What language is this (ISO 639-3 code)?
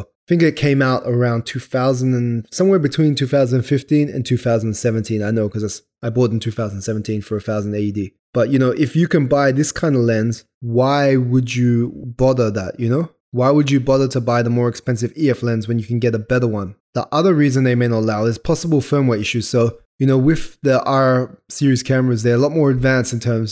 eng